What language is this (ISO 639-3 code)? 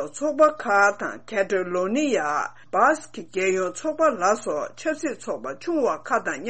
bod